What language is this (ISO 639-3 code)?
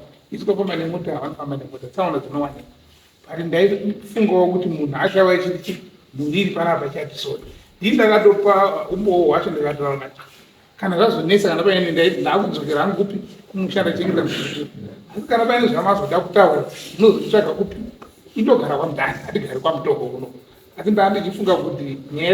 sna